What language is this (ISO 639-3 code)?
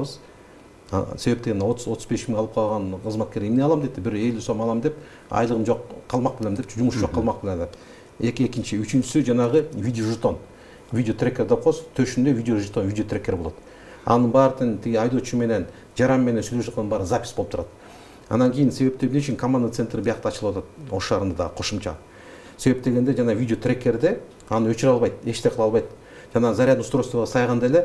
kir